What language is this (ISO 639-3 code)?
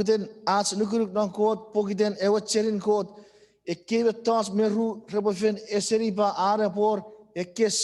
chk